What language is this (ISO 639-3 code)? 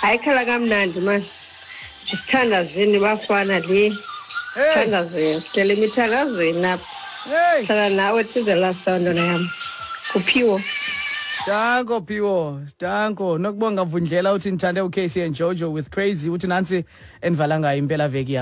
xho